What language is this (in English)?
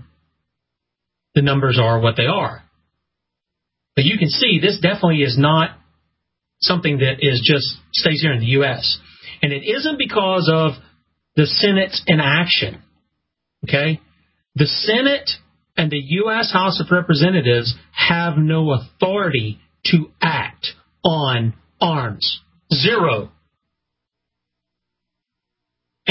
English